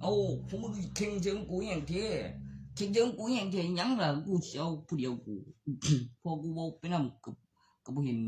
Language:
Northeastern Thai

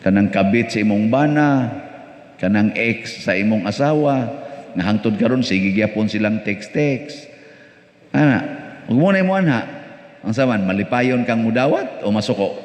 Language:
Cebuano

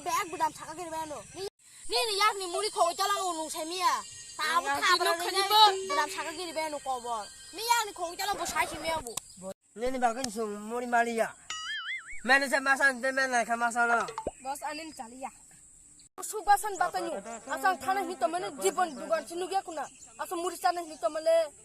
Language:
Kok Borok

